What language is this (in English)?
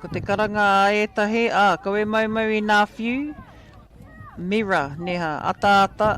Māori